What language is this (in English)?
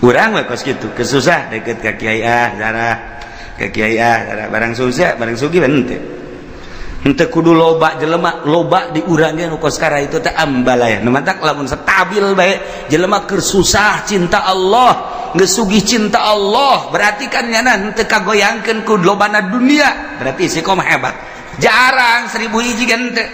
Sundanese